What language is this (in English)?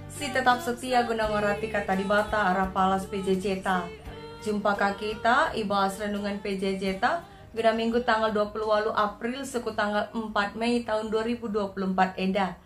Batak Karo